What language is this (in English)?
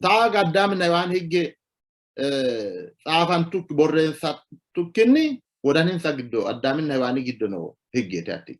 Sidamo